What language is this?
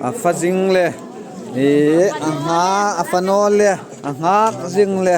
Hmar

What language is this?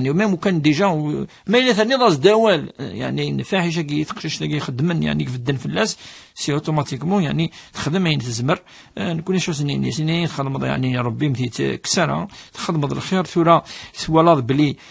Kabyle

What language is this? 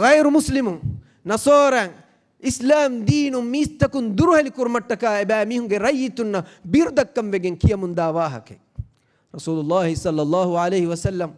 Divehi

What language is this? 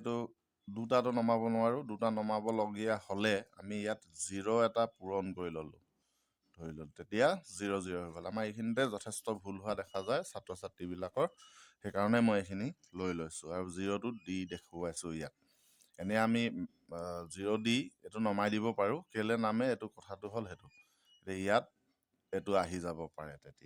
Assamese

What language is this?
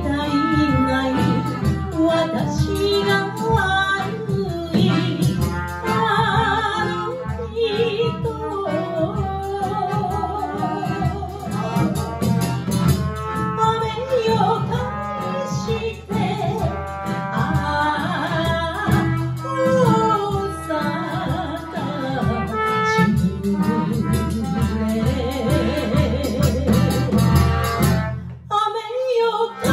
Japanese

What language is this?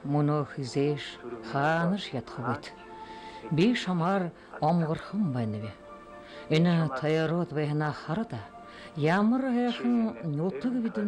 Buriat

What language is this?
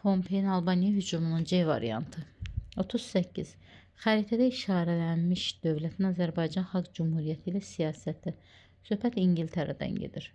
Azerbaijani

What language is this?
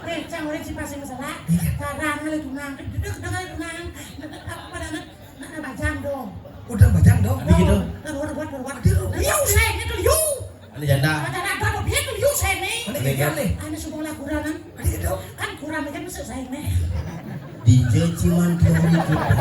Balinese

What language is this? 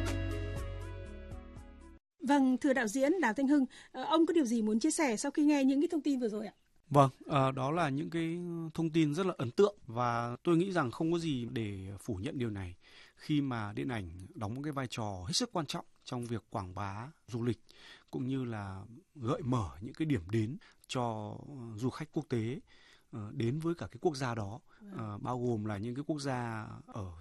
Vietnamese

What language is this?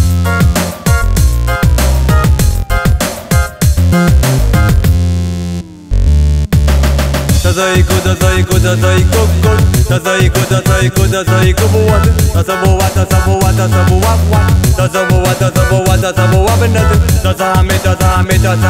Malay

